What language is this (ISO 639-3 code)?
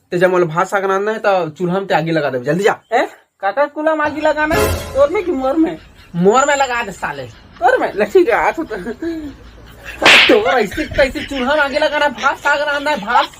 hne